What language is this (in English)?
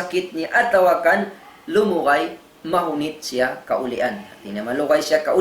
Tausug